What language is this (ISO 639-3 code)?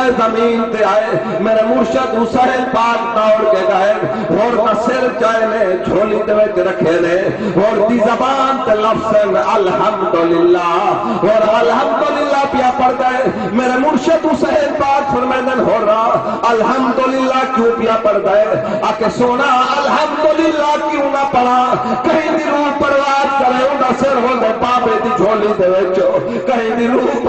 skr